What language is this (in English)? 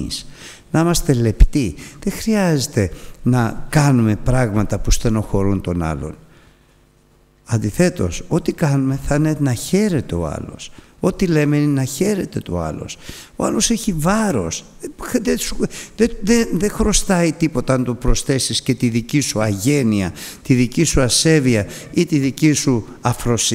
Greek